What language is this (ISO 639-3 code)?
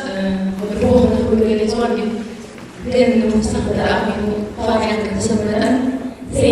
tir